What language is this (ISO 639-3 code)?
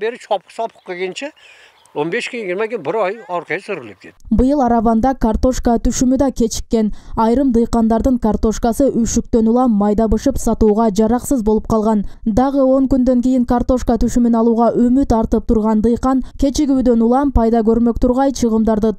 kir